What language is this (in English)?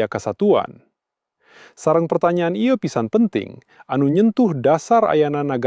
Sundanese